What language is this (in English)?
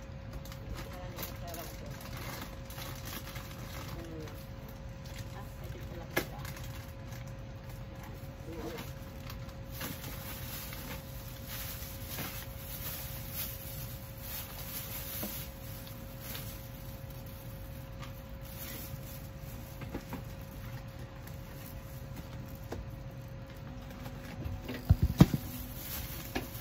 Filipino